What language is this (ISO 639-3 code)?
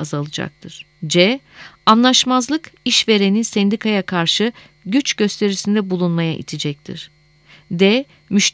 tur